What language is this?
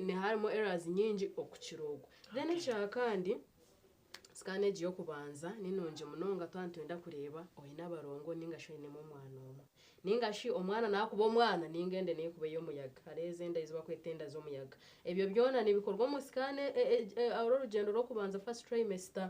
Nyankole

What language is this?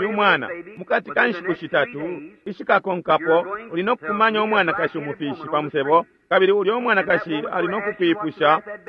Bemba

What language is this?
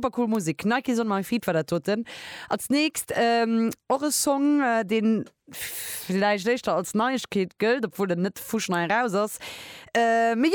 Luxembourgish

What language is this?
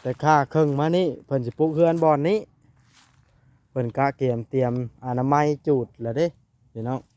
Lao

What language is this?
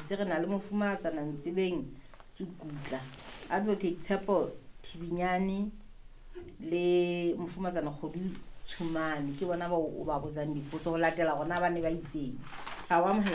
Southern Sotho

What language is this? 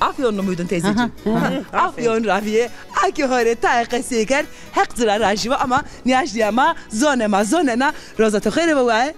Zaza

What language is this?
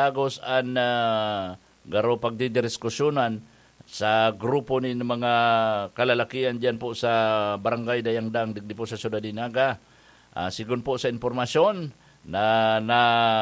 Bikol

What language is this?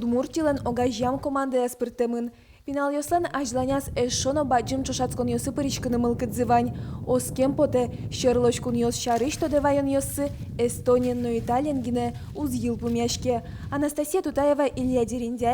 Udmurt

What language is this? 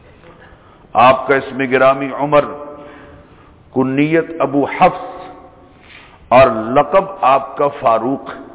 Urdu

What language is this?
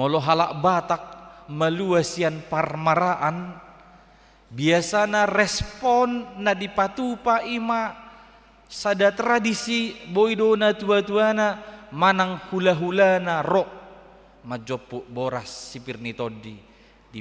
Batak Toba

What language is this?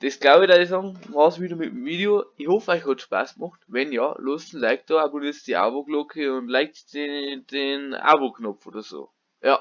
Bavarian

